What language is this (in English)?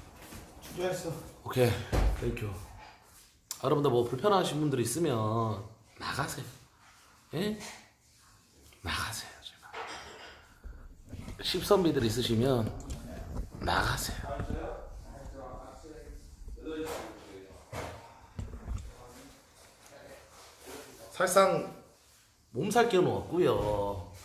Korean